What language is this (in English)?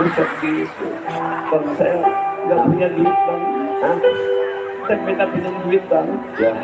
Betawi